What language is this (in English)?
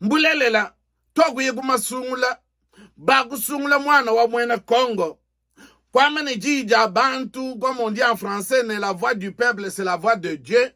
Luba-Lulua